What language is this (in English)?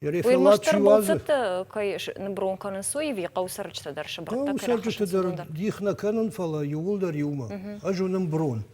Ossetic